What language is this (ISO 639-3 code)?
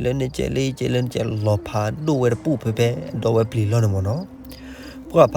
ksw